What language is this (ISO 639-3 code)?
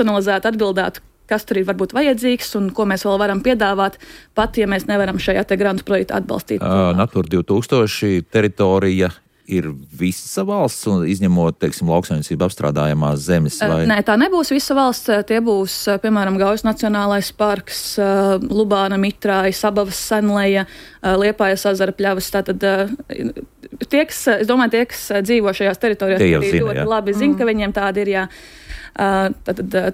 lav